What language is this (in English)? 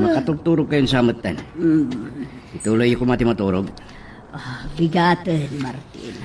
Iloko